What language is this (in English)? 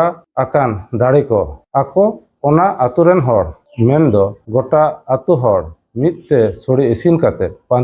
Santali